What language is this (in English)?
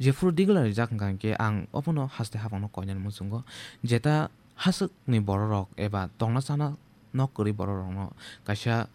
Kok Borok